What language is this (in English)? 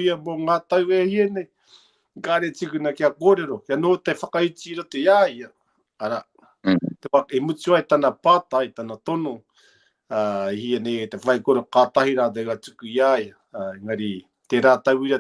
Māori